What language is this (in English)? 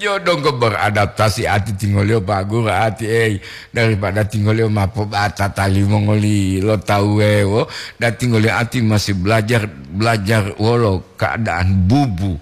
Gorontalo